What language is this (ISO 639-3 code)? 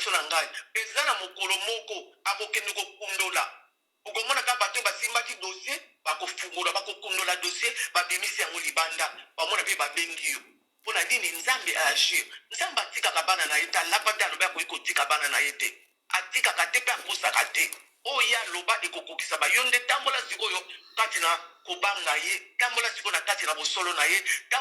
lin